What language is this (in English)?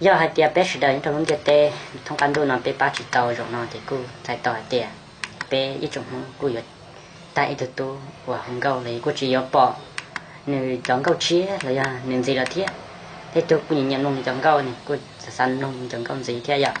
Hmong